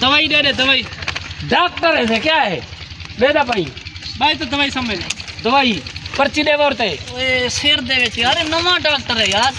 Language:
Saraiki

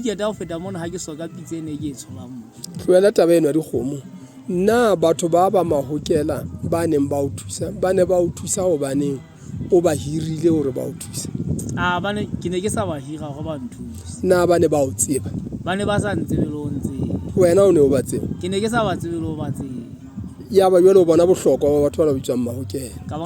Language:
Southern Sotho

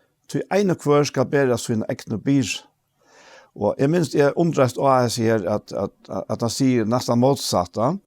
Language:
Faroese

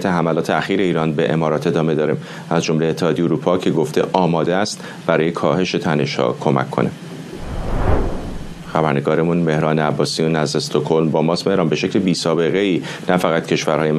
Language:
Persian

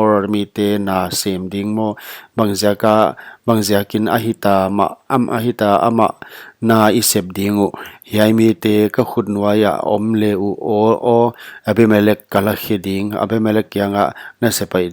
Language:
Paite Chin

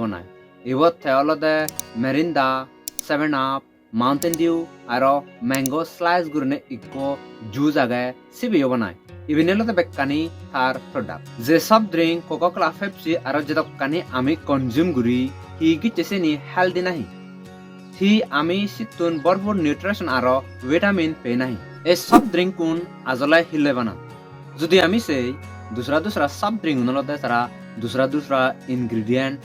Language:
Chakma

